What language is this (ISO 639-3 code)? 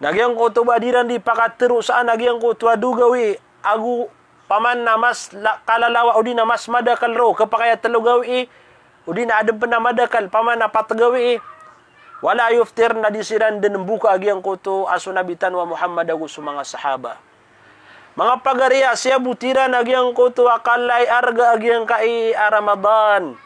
mrw